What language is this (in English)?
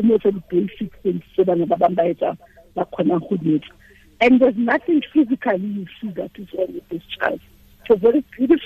Tswana